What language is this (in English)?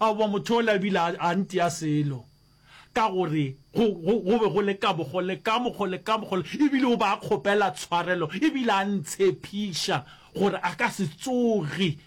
Northern Sotho